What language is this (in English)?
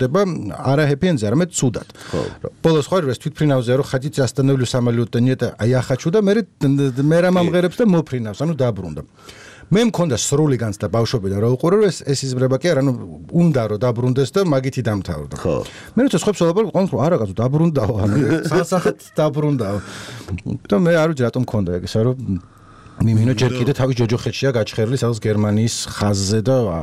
Georgian